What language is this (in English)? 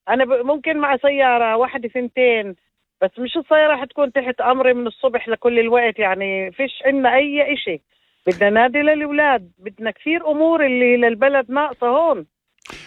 North Levantine Arabic